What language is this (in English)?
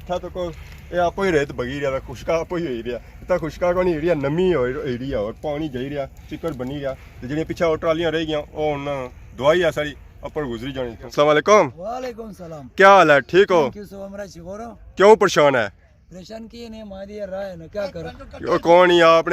Pahari-Potwari